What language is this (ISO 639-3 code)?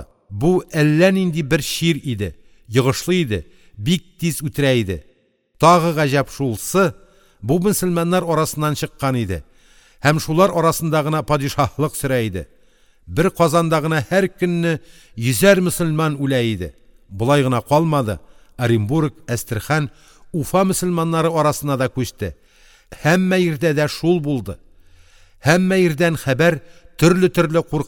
tat